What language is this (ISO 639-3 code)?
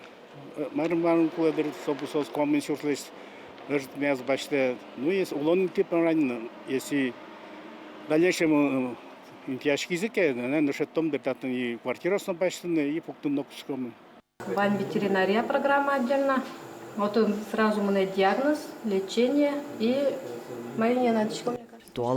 udm